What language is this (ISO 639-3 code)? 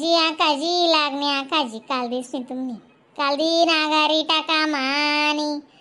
khn